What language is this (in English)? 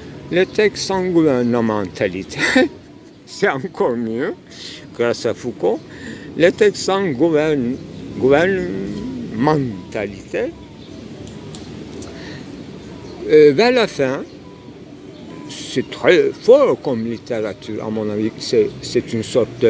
French